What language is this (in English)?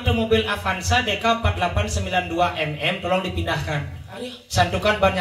Balinese